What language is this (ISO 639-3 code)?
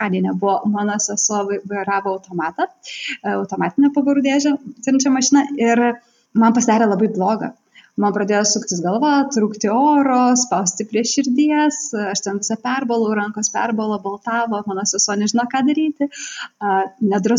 lit